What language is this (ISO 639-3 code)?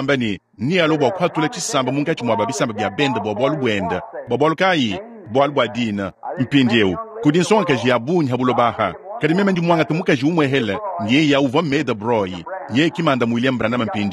lua